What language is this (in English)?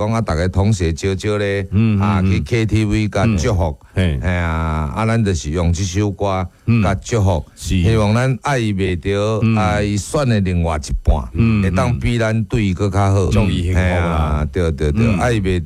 Min Nan Chinese